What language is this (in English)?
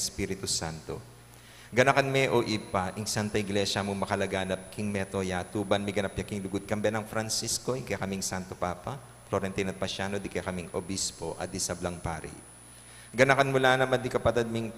Pampanga